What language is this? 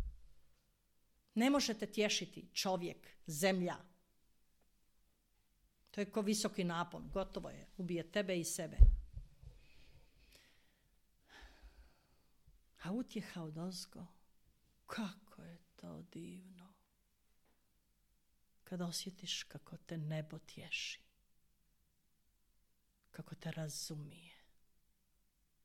Croatian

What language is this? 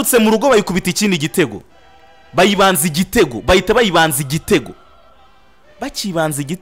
Kinyarwanda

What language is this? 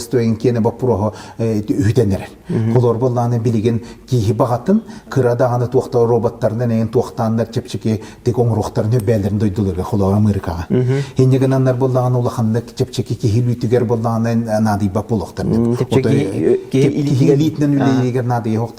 Yakut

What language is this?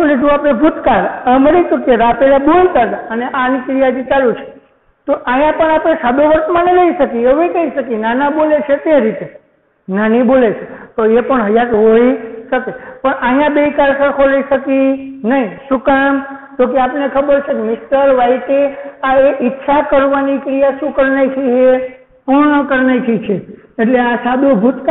Gujarati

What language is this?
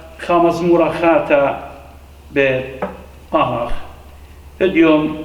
Assyrian Neo-Aramaic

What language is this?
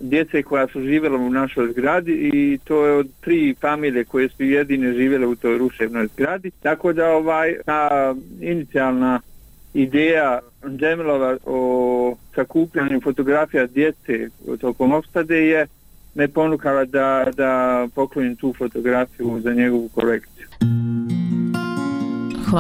Bosnian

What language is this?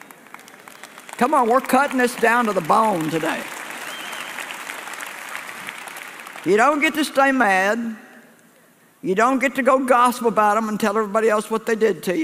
English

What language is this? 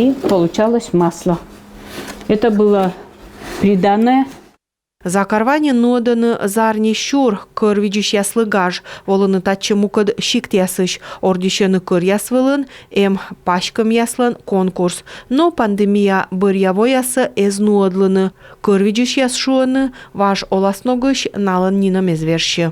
Komi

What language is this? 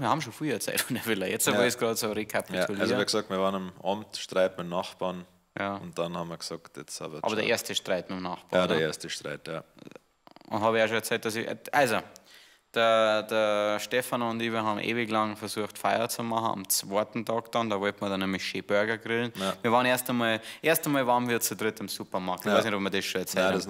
Bavarian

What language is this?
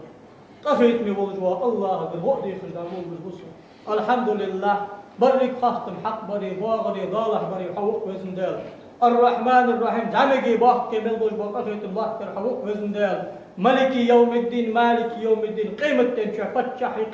Ingush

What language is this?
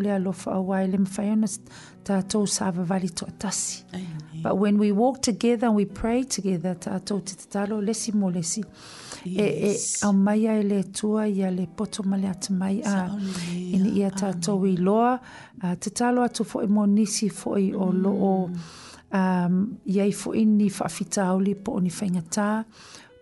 Samoan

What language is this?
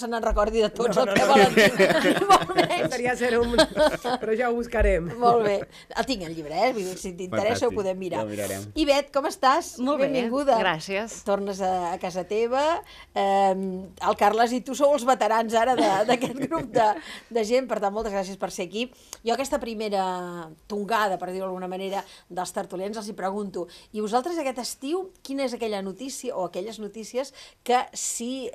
Catalan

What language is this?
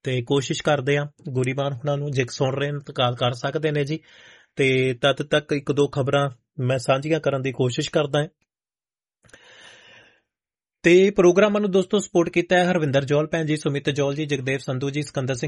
Punjabi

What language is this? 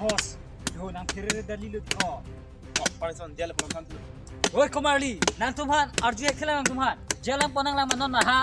Karbi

